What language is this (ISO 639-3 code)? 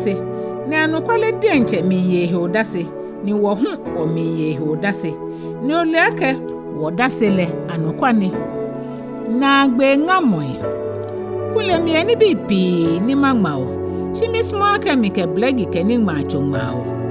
gaa